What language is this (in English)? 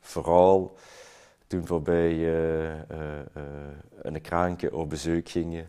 Limburgish